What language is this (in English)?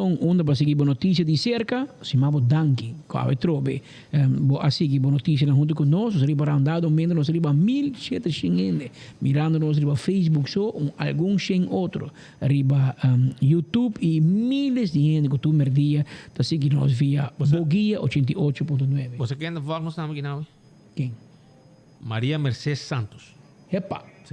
Papiamento